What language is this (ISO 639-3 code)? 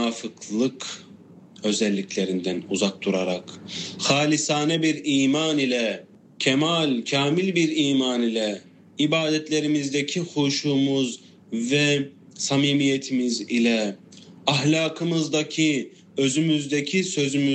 tur